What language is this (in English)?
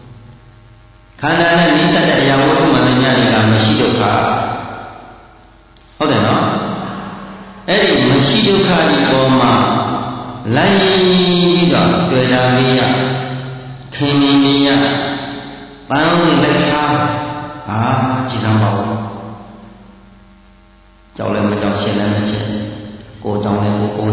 Burmese